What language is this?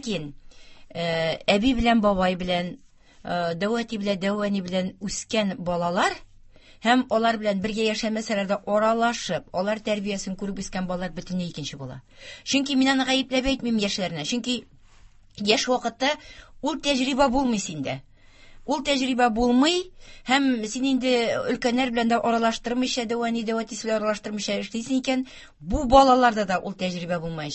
Tatar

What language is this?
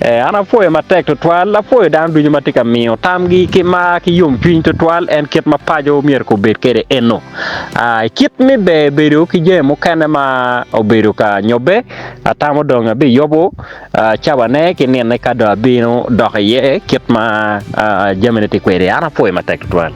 Acoli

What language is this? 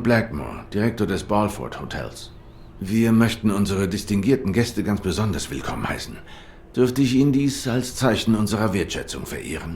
Swiss German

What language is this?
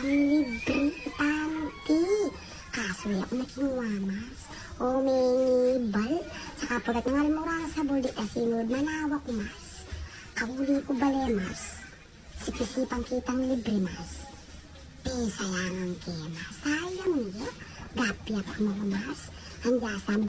Pampanga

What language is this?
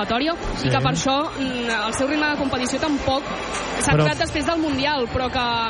Catalan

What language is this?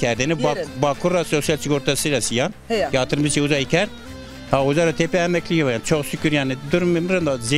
Zaza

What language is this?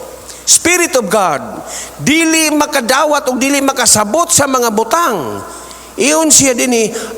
Cebuano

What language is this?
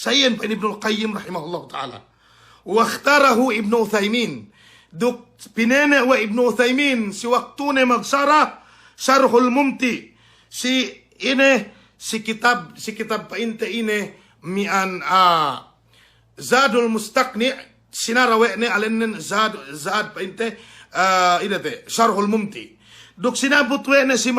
Yakan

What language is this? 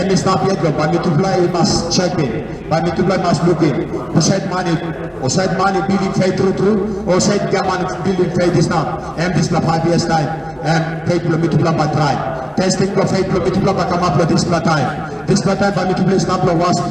Tok Pisin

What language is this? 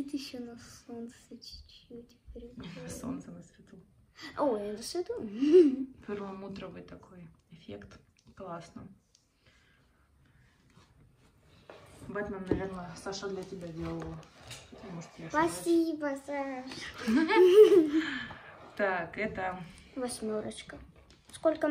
Russian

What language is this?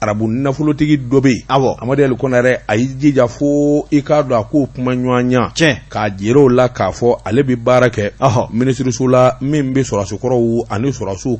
Bambara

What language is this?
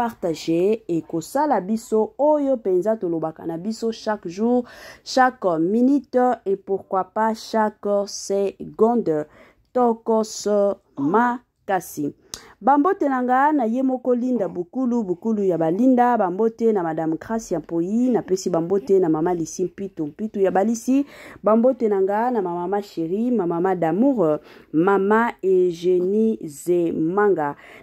Lingala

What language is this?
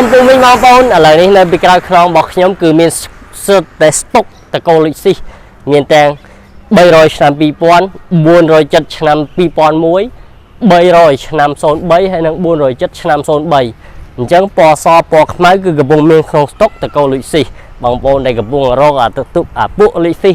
Khmer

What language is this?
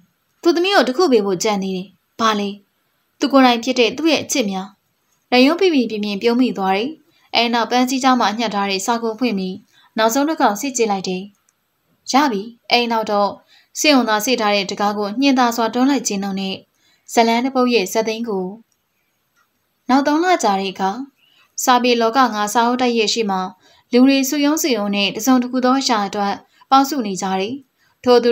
Burmese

